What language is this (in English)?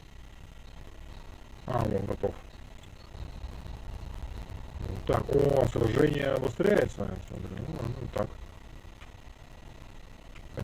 Russian